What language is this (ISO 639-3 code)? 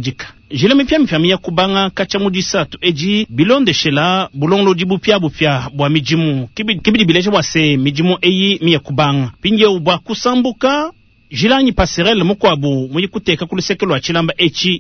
lua